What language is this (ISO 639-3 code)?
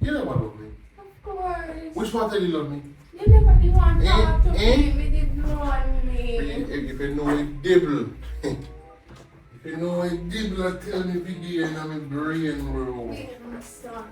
jam